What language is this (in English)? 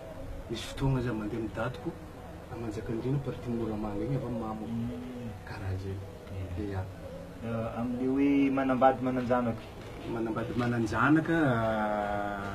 Malagasy